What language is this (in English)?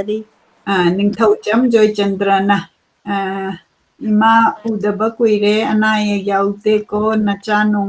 Manipuri